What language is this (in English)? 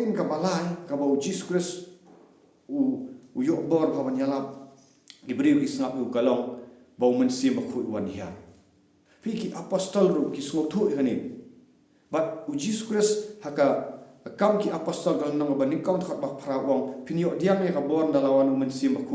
Khasi